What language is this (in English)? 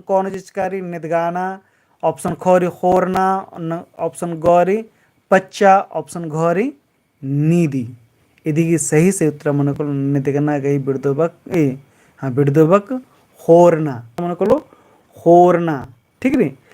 Kurukh